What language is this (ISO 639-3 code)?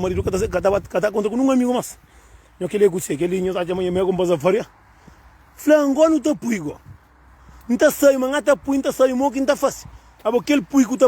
kea